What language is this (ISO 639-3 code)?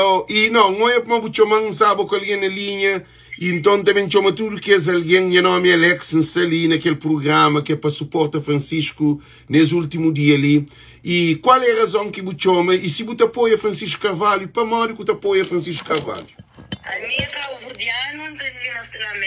kea